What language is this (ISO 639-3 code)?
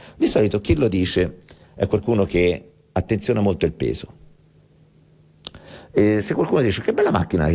ita